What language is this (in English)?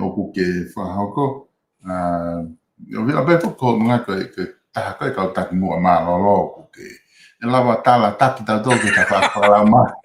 Tongan